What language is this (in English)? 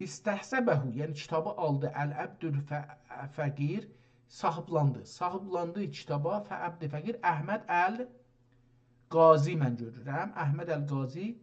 South Azerbaijani